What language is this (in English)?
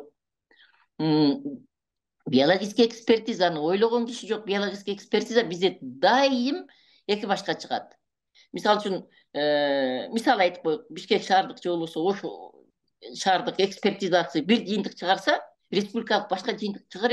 Kyrgyz